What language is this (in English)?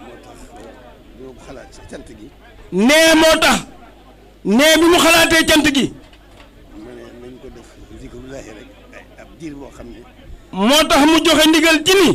Wolof